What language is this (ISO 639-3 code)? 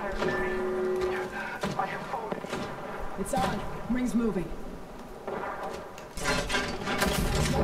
eng